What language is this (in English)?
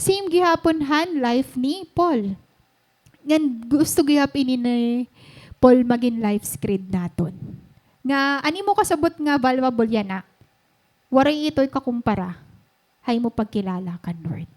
Waray